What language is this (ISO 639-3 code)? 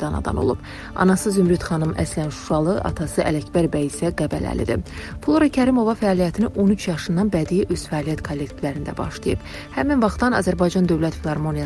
aze